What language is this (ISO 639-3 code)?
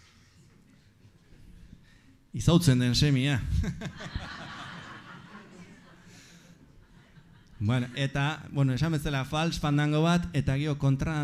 eus